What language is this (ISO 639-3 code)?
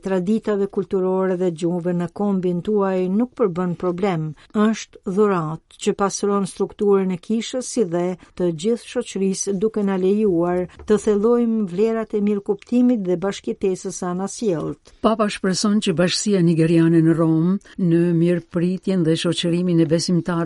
sqi